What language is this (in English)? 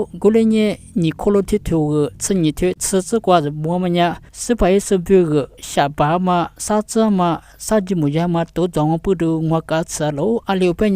Lisu